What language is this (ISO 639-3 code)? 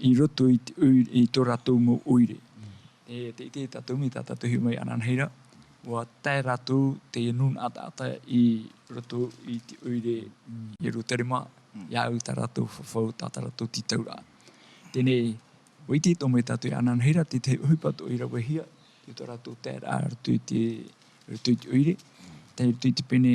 tah